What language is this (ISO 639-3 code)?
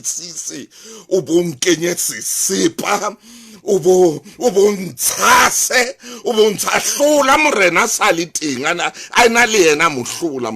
sot